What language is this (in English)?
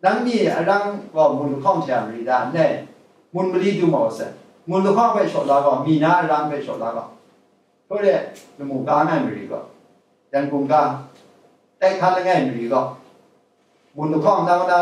Kachin